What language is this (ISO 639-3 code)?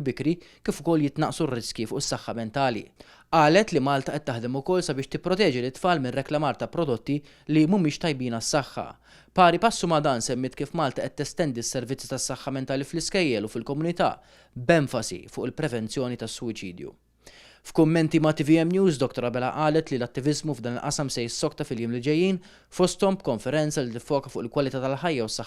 mlt